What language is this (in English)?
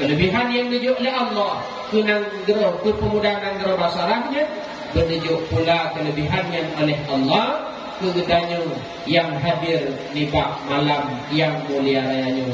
Achinese